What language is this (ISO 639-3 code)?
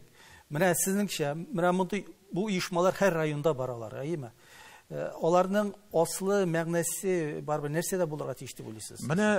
tat